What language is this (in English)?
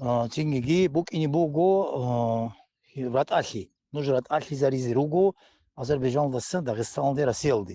Avaric